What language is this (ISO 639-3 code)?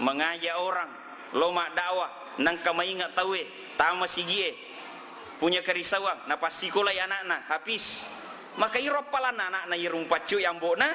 bug